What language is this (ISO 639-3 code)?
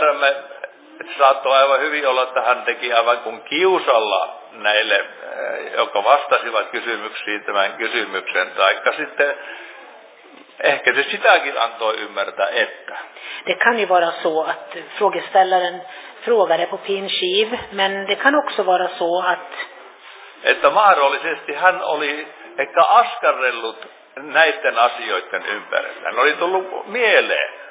fin